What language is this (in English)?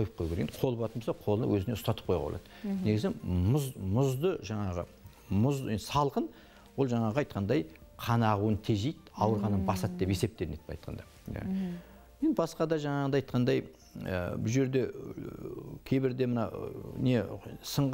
Kazakh